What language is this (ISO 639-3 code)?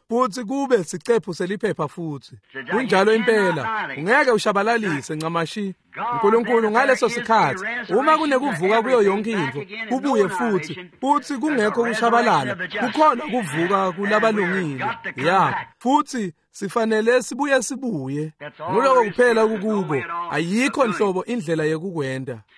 ssw